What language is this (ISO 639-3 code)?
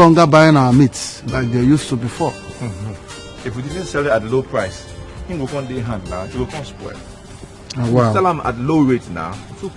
pcm